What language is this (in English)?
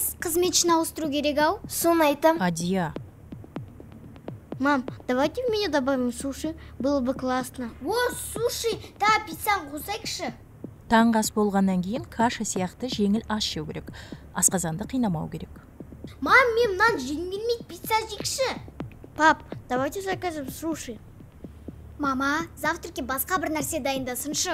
Kazakh